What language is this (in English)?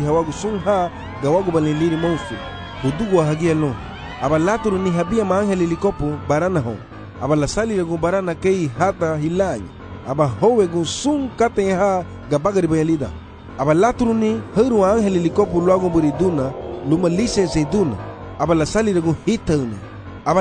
Garifuna